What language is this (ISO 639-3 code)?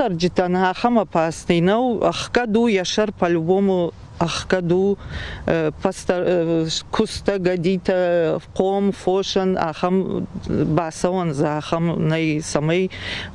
oss